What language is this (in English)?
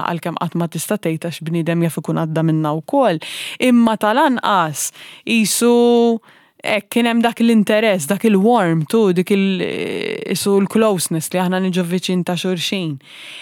Maltese